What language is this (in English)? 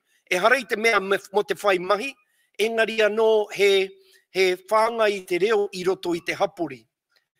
Māori